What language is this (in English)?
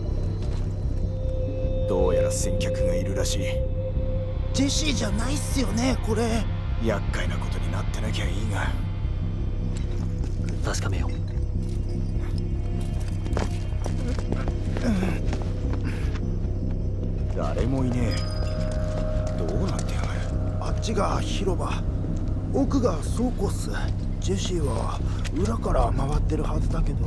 Japanese